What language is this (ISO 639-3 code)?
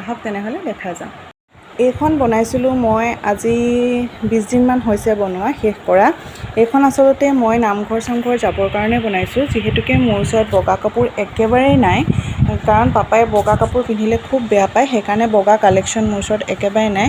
asm